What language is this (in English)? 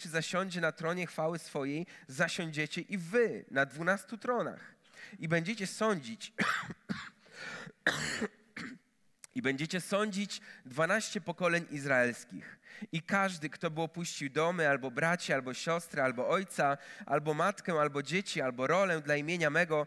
Polish